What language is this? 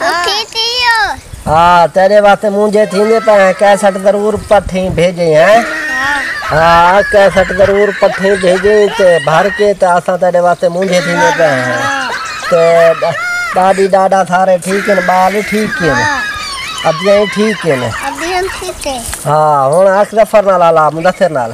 Saraiki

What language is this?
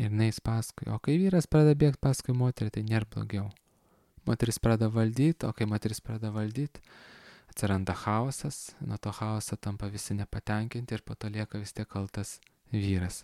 Lithuanian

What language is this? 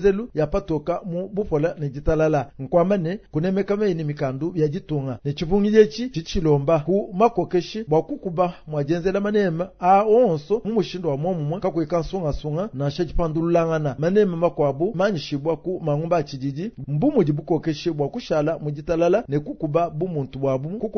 Luba-Lulua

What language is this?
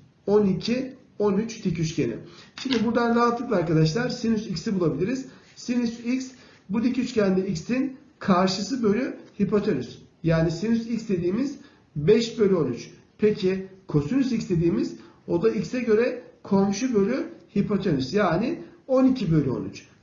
Turkish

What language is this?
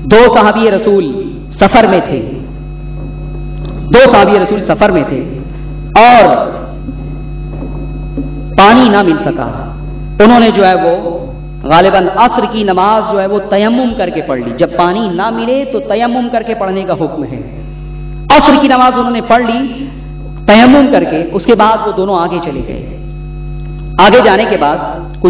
Urdu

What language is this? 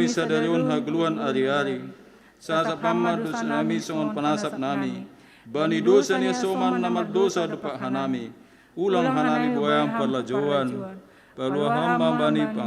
Batak Simalungun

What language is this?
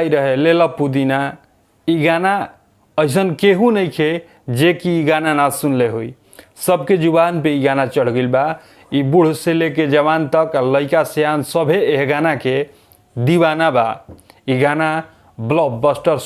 Bhojpuri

